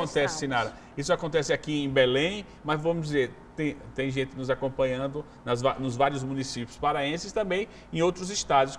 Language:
Portuguese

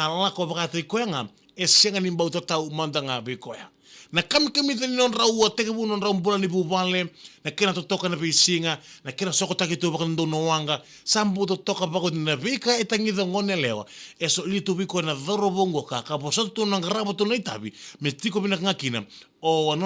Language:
Fijian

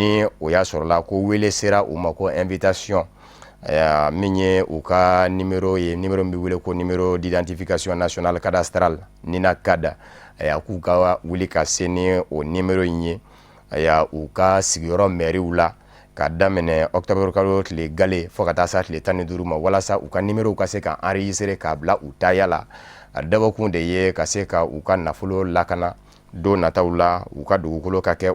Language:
Bambara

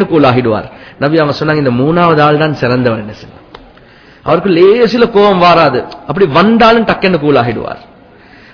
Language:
Tamil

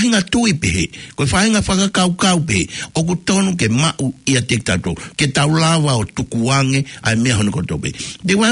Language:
Tongan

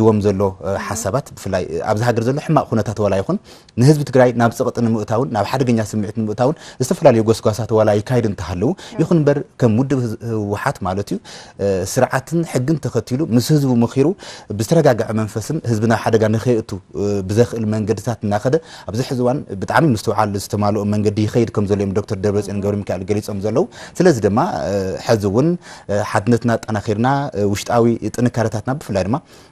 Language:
Tigrinya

